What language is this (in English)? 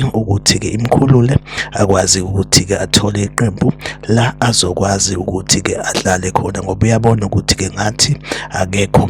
Zulu